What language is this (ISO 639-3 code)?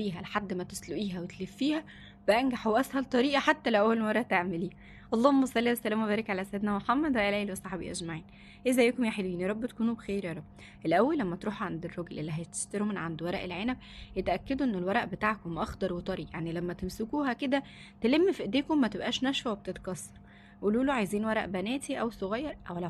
arz